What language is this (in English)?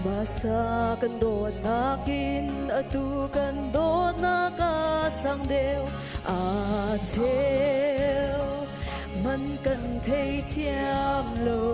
Hakha Chin